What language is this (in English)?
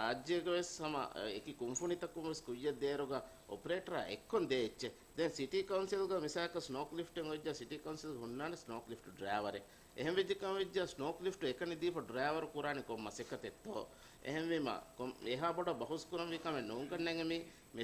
Divehi